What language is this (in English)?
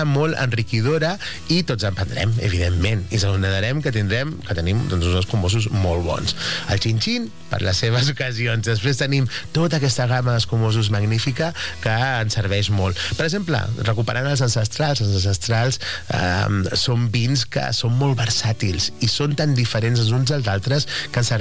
Catalan